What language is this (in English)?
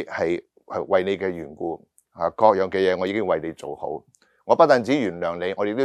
Cantonese